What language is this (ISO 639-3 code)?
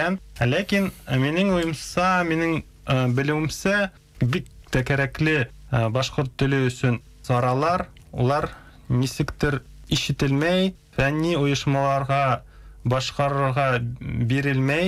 bak